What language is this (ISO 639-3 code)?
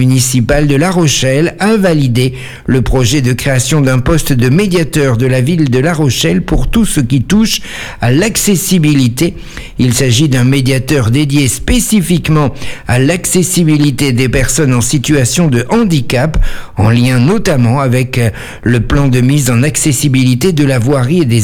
fra